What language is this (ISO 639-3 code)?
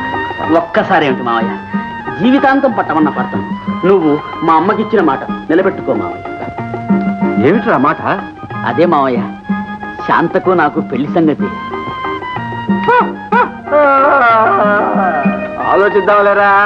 tel